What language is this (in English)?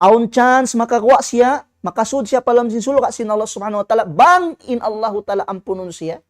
Tausug